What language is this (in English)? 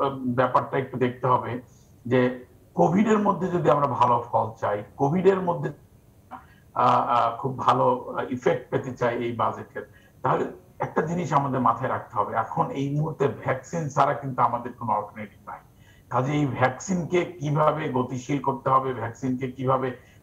Bangla